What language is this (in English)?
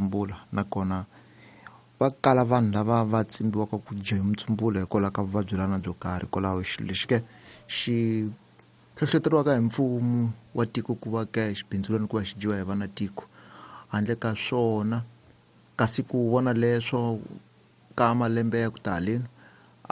Tsonga